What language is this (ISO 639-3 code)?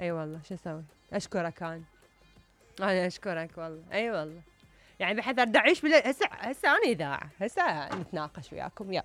acm